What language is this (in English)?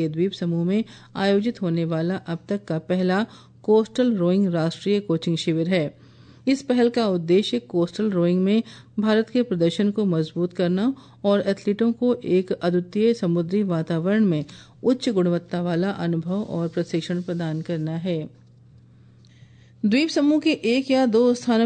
Hindi